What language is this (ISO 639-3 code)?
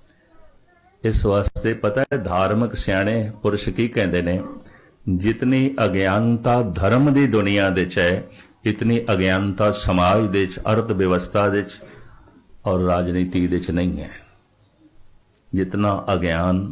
pan